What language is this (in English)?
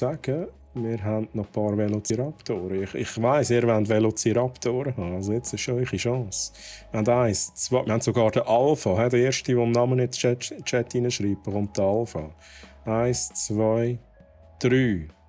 Swiss German